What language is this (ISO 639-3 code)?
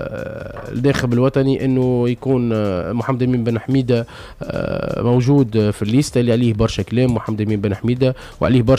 aeb